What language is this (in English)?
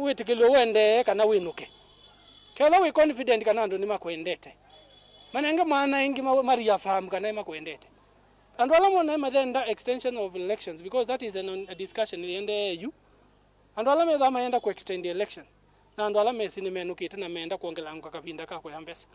Kamba